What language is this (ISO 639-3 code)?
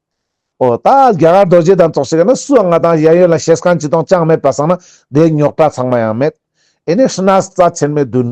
lbj